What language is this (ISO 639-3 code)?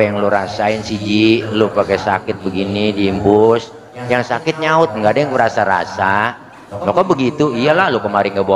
bew